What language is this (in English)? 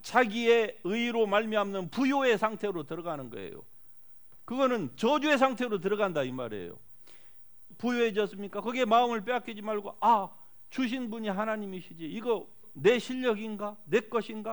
Korean